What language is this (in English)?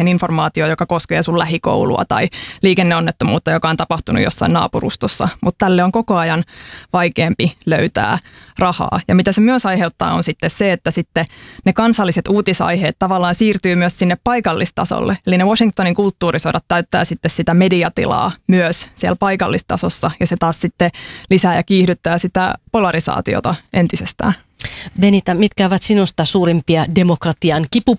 Finnish